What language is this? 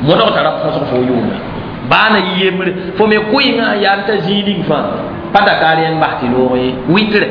Mossi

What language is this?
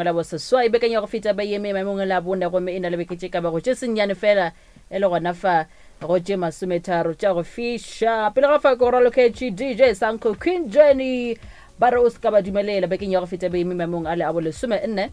Northern Sotho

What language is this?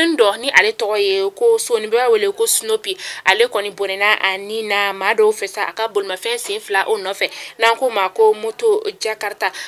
Bambara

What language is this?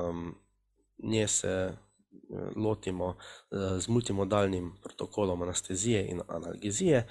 Slovenian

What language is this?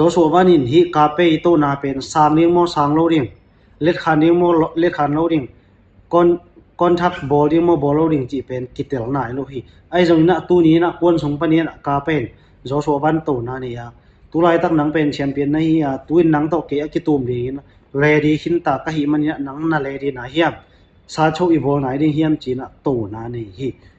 Tedim Chin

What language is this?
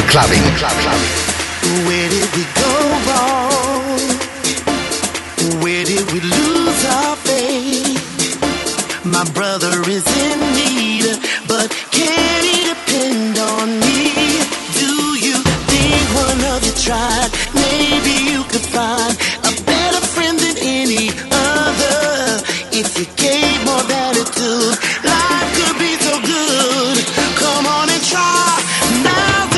English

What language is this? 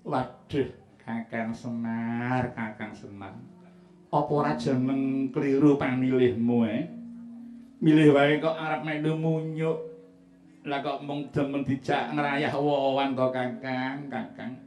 Javanese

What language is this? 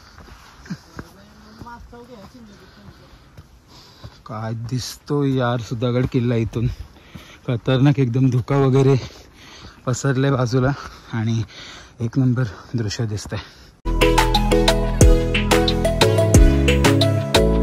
Marathi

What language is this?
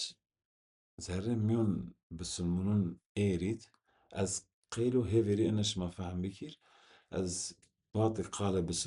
Zaza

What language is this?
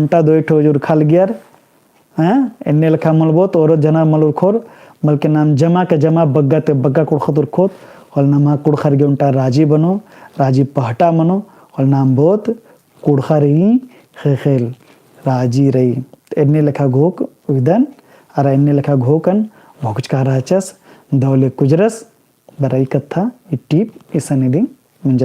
Kurukh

